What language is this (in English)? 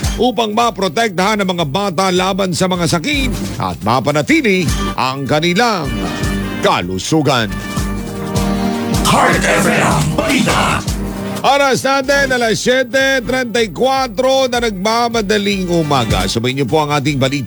Filipino